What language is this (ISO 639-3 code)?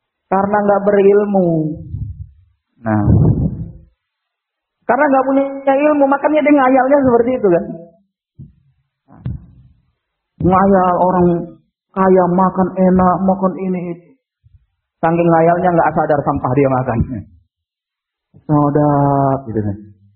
ind